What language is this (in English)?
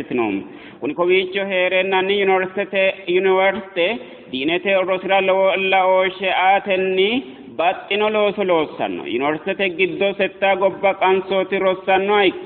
Sidamo